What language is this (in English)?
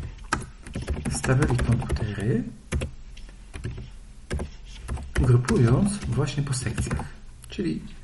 Polish